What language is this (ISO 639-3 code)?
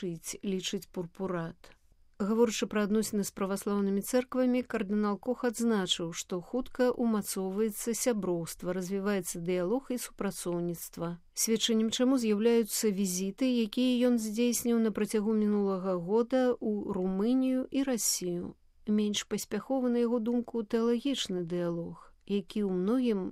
bel